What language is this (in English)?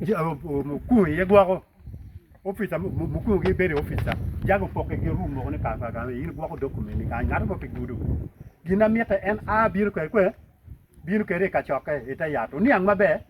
Acoli